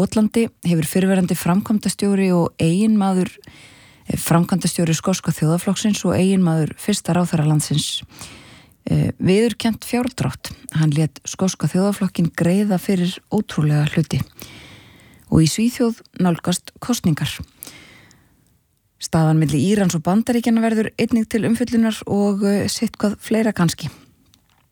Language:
Icelandic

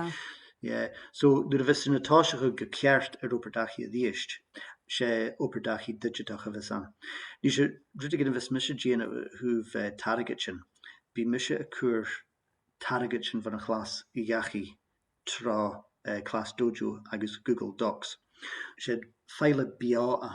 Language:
Scottish Gaelic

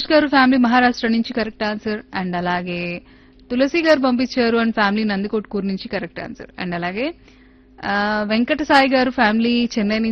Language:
Telugu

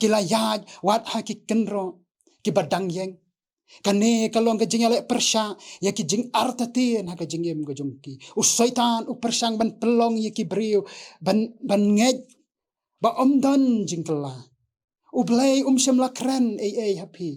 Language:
Khasi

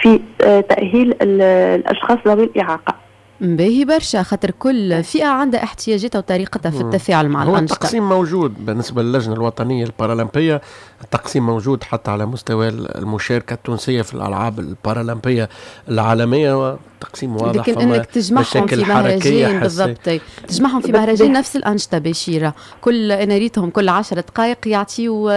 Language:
Tunisian Arabic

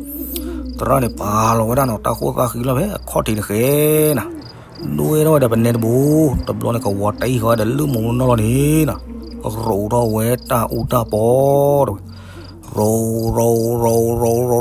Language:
S'gaw Karen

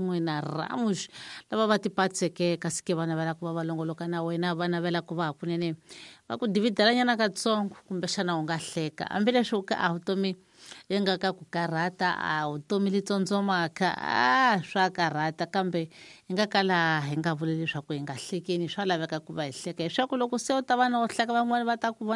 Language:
Tsonga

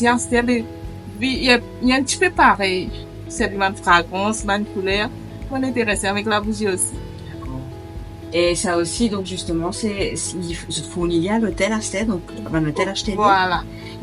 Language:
Morisyen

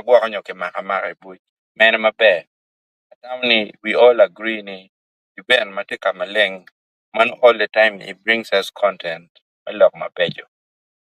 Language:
Acoli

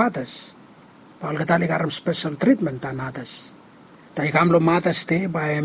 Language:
Bislama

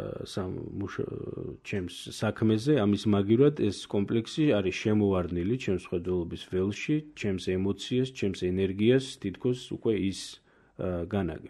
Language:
Georgian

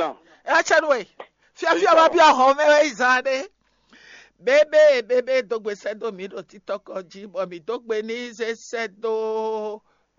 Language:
Fon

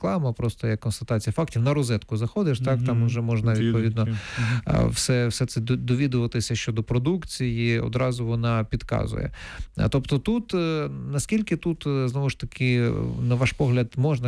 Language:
Ukrainian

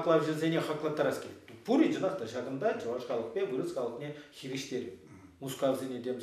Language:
Chuvash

